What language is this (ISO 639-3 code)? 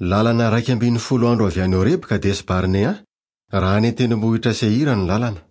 mlg